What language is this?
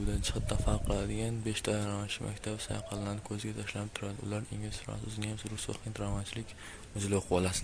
Uzbek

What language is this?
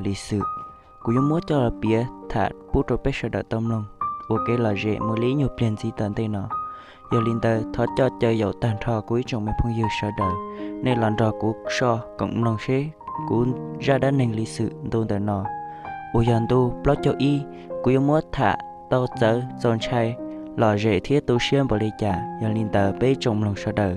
Hmong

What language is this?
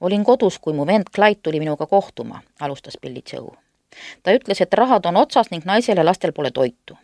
Estonian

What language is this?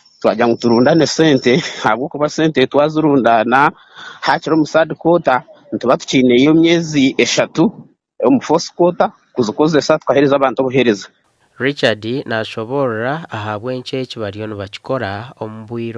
Nyankole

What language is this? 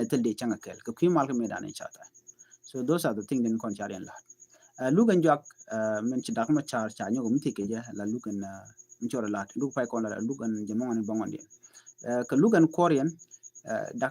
Nuer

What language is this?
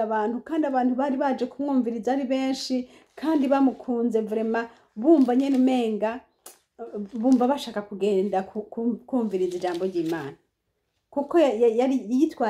Rundi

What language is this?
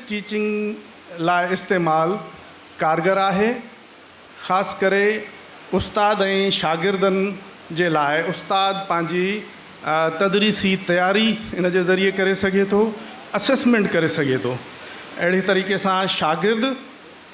Sindhi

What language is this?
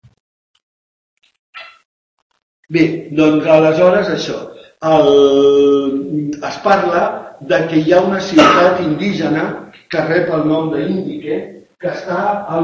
Catalan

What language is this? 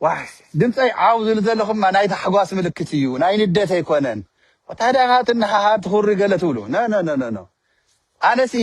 Tigrinya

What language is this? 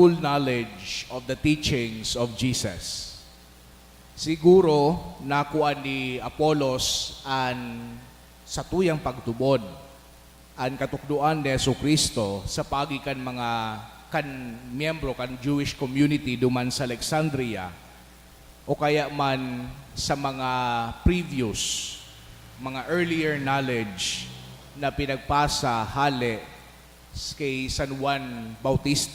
Bikol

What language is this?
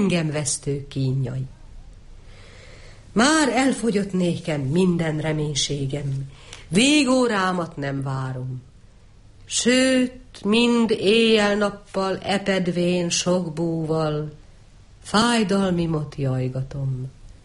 Hungarian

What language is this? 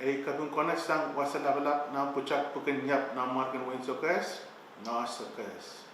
Pohnpeian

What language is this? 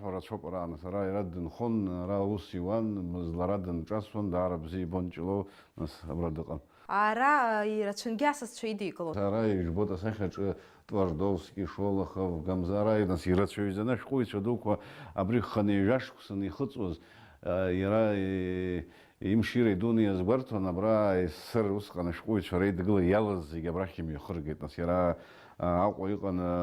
Abkhazian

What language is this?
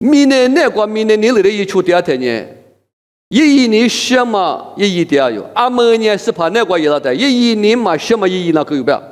Lisu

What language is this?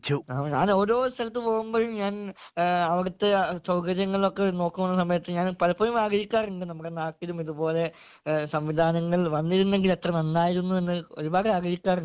Malayalam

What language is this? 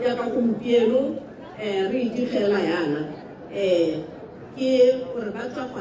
Tswana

